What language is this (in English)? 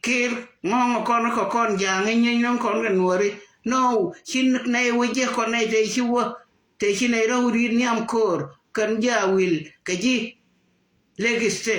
Nuer